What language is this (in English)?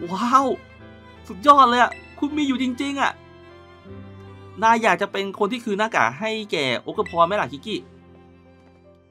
Thai